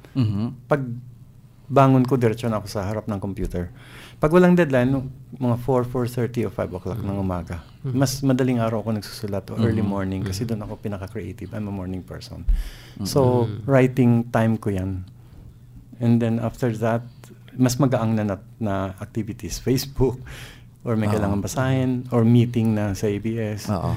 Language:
Filipino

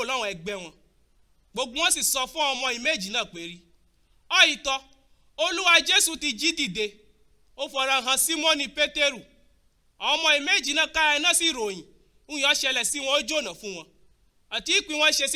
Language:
Yoruba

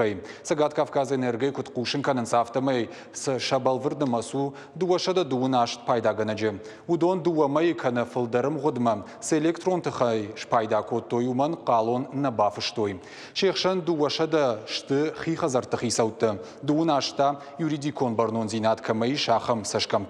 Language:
Ossetic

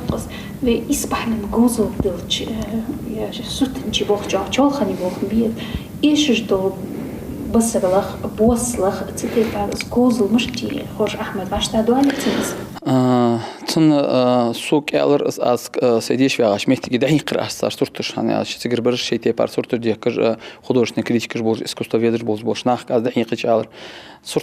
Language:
Ingush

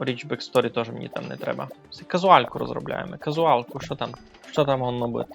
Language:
Rusyn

